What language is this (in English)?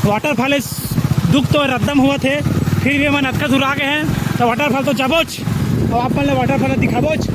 Chhattisgarhi